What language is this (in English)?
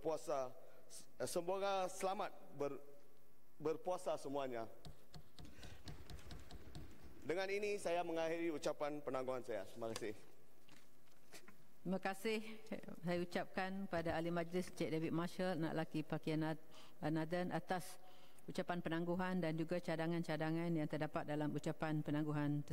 Malay